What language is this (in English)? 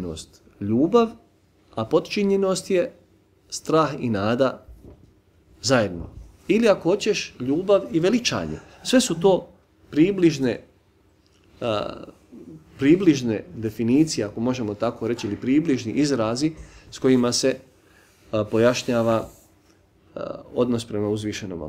Bosnian